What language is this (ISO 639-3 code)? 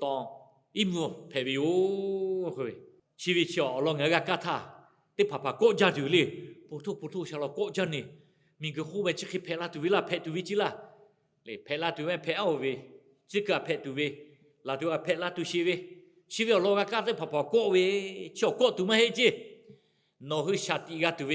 lhu